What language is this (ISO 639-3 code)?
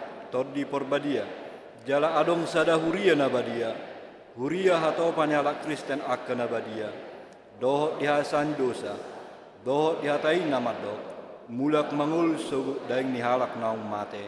bbc